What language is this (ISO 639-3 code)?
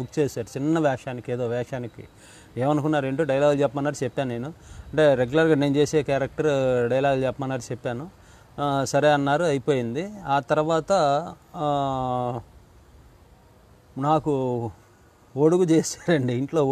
tel